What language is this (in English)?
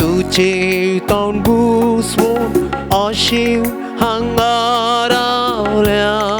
Konkani